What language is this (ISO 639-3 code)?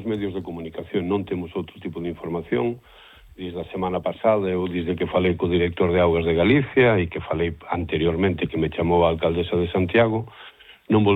glg